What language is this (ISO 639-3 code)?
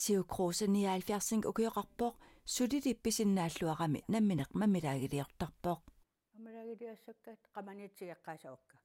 kal